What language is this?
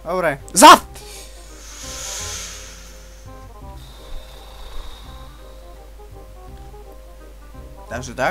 Slovak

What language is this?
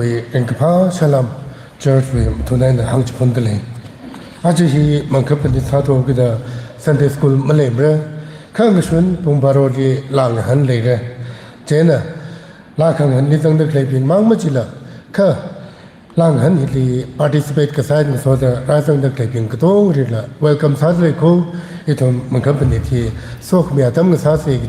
Tangkhul Naga (India)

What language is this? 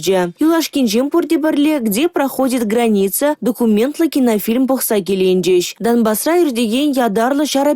Chuvash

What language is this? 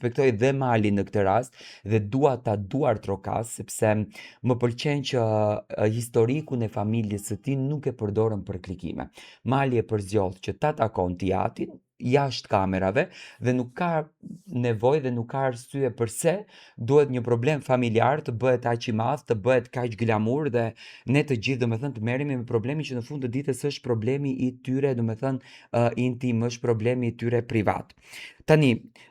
Albanian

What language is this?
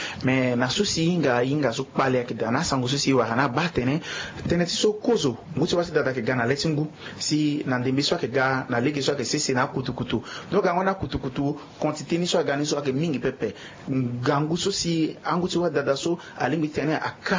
Sango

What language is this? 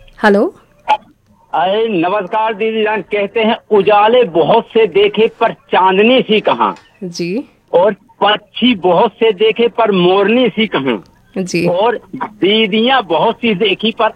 Hindi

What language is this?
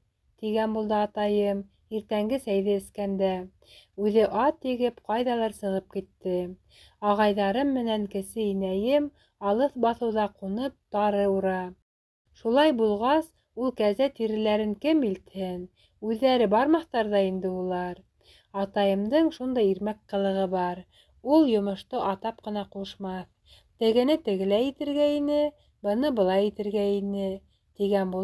Bashkir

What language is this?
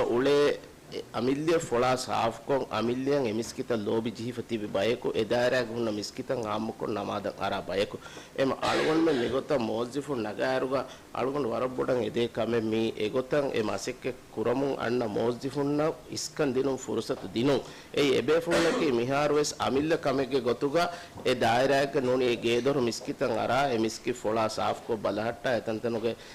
Divehi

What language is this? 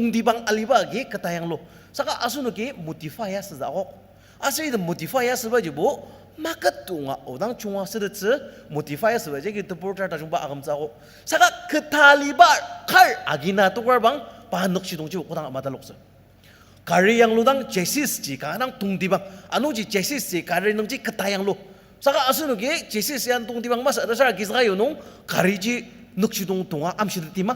Ao Naga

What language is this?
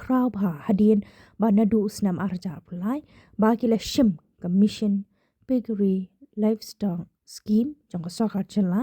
Khasi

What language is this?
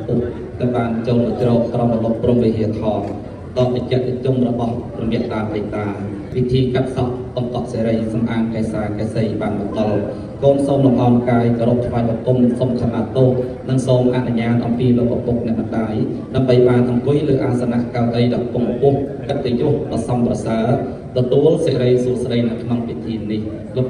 Khmer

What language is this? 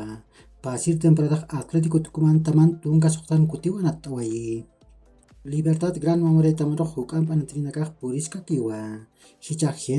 Aymara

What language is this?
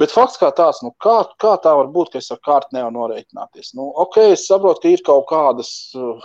Latvian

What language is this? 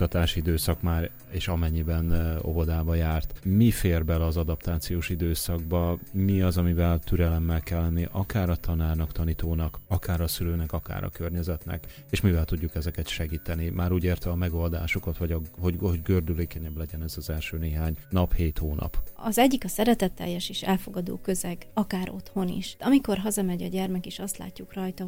Hungarian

